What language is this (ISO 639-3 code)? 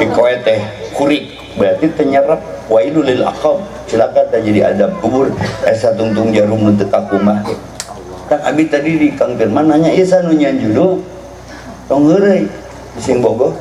sun